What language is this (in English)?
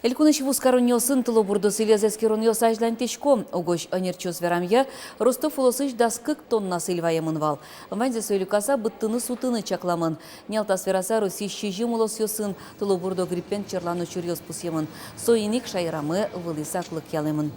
Udmurt